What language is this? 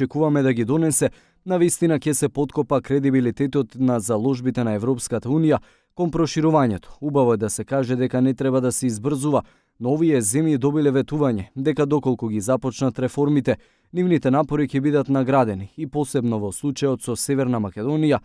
Macedonian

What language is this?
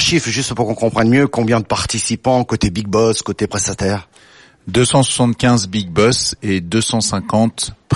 French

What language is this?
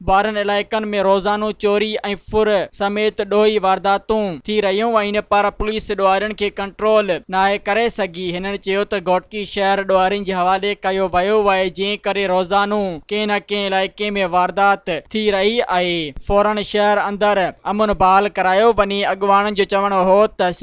Sindhi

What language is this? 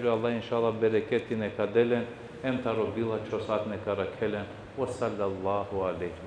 Balkan Romani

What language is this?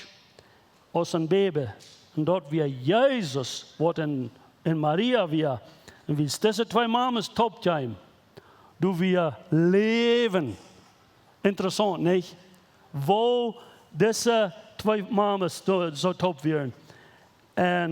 Plautdietsch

